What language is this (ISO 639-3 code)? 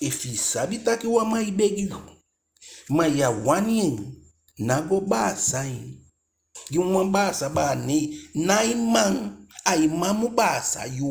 djk